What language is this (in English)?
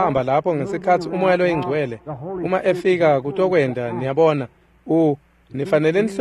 Swati